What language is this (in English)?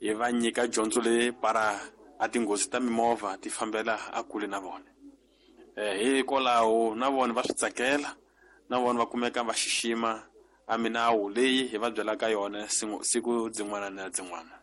Tsonga